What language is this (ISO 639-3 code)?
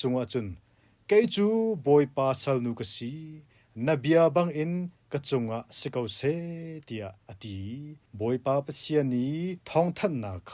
cnh